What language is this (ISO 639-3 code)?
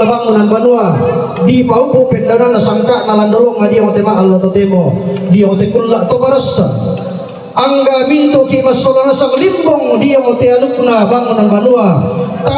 sda